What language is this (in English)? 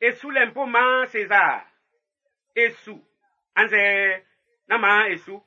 Baoulé